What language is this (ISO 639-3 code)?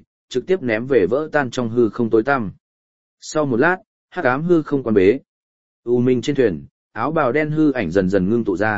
vie